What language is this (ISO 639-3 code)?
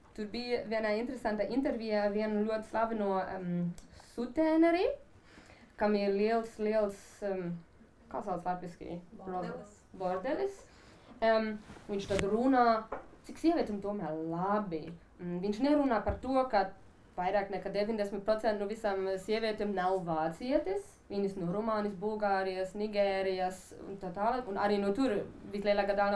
lav